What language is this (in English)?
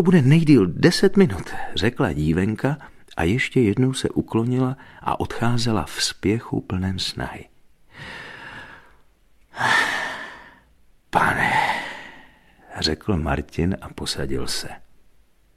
Czech